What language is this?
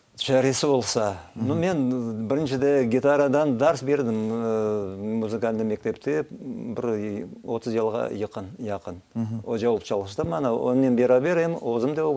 Crimean Tatar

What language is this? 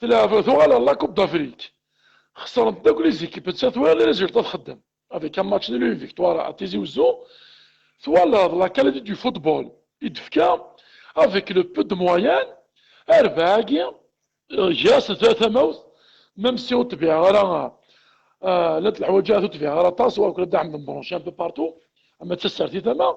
Kabyle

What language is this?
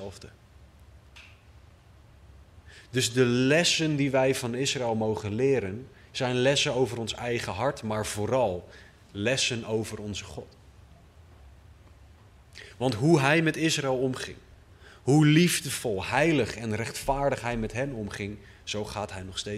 Dutch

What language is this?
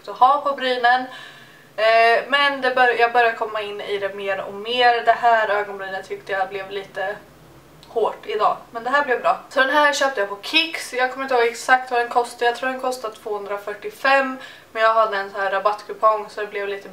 Swedish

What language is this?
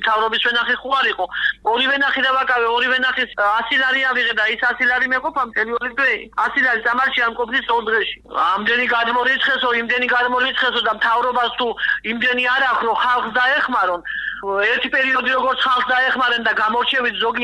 Georgian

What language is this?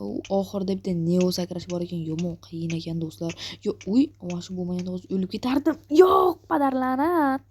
Uzbek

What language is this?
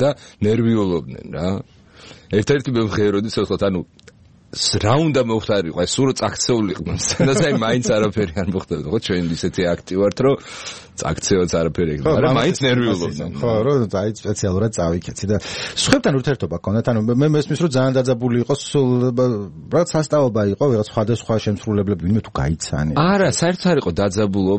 Georgian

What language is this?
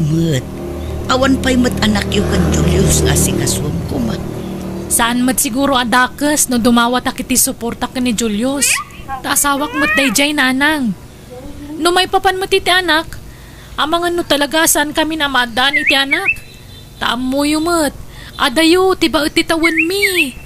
Iloko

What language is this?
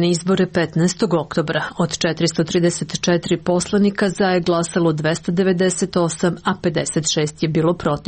Serbian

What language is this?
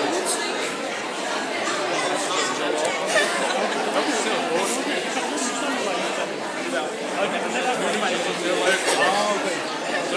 Dutch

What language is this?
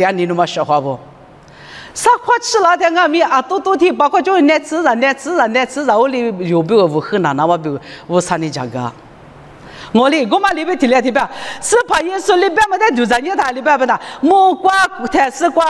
Lisu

